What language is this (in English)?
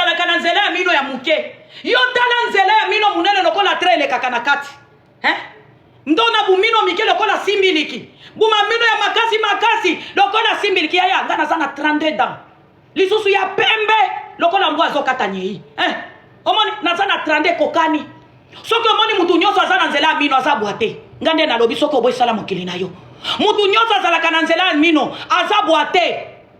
Lingala